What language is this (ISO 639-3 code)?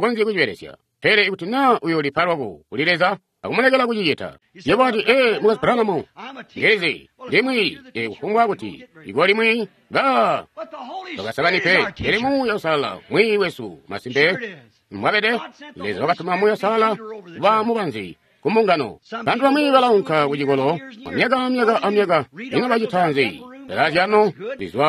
toi